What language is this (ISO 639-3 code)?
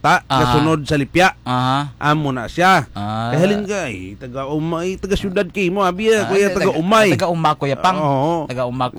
hil